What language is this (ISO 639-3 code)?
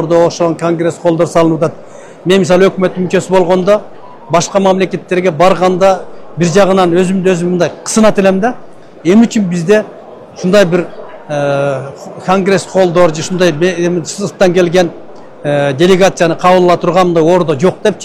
kir